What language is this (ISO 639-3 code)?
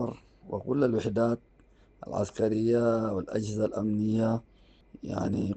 apd